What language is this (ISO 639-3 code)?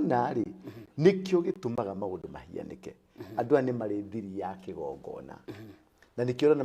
kik